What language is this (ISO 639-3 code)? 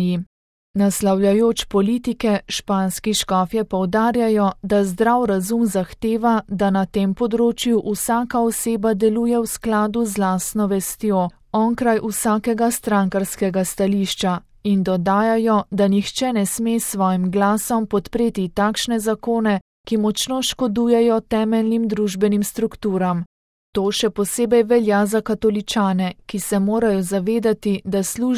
slv